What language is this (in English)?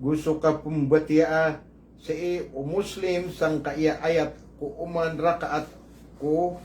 Maranao